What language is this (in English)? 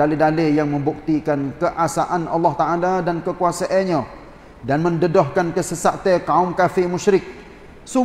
Malay